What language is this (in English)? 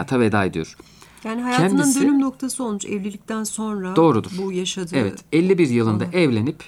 Turkish